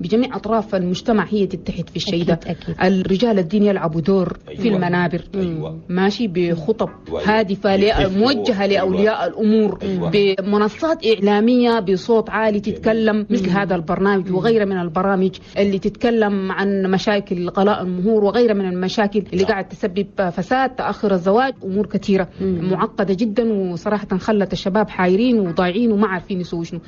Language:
Chadian Arabic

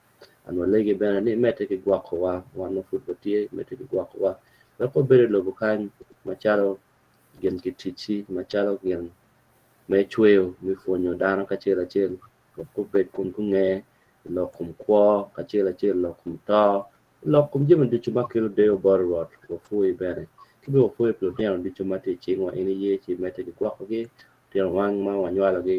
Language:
Acoli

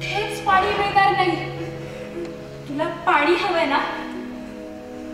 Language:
Marathi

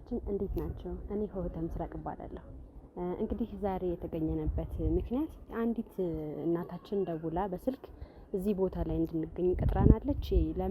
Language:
Amharic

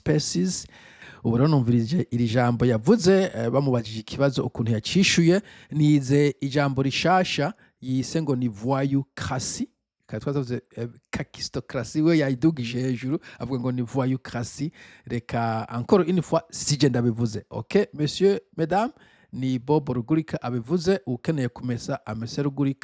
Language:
Rundi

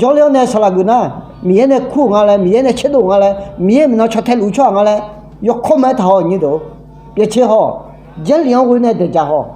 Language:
Akha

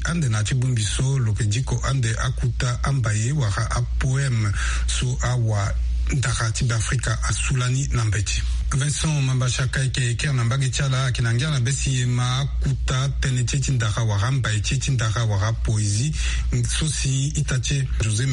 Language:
Sango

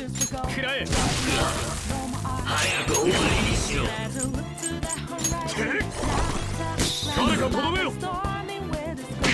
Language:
Japanese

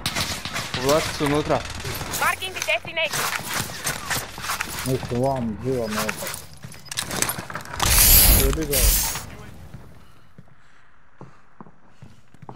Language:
Croatian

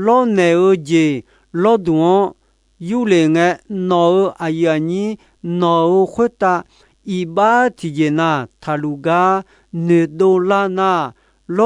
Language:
Akha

